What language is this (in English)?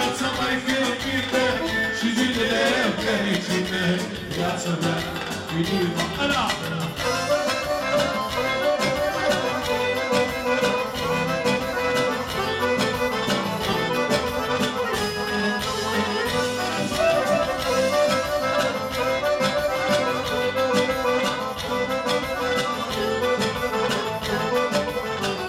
Romanian